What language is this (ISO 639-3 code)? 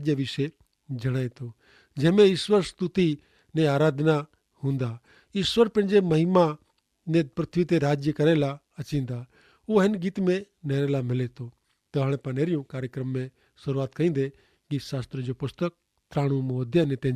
kfr